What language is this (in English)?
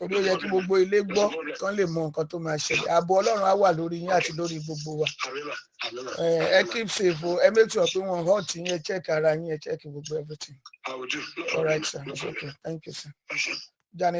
Yoruba